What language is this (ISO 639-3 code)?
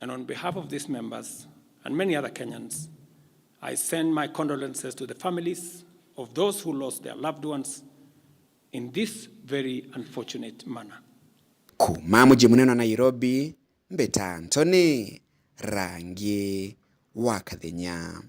mer